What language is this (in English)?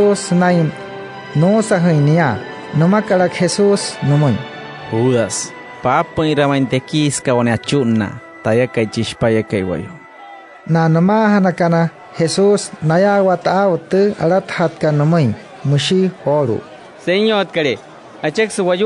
Wayuu